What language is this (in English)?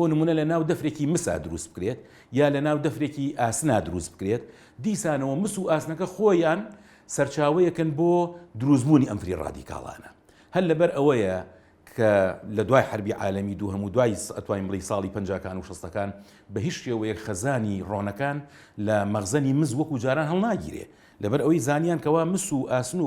Central Kurdish